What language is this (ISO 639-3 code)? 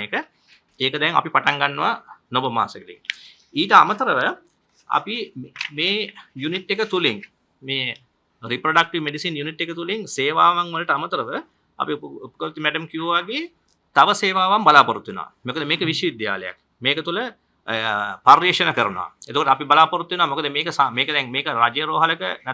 sin